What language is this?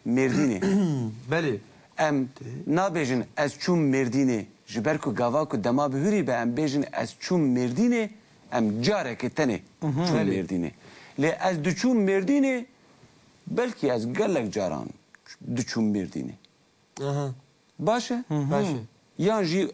Kurdish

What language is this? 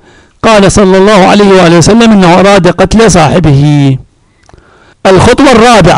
Arabic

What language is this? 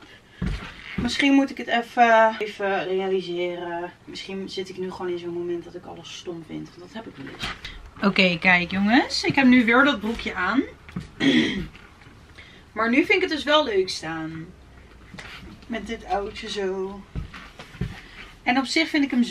Dutch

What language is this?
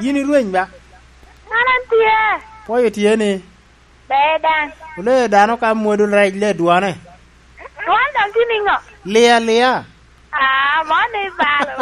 Lango (Uganda)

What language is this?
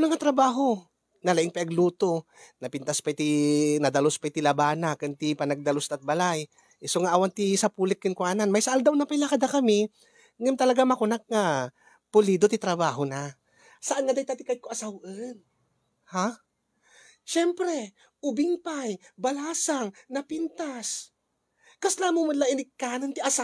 Iloko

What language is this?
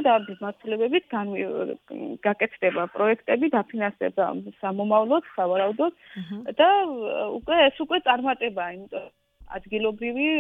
Georgian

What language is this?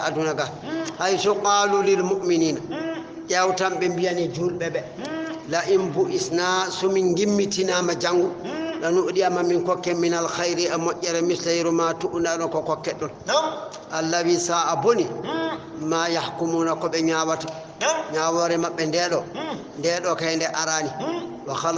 Fula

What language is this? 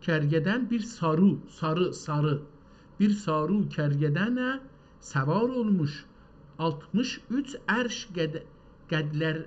South Azerbaijani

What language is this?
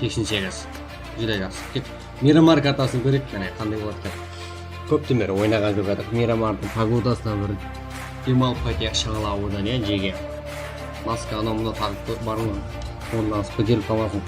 Kara-Kalpak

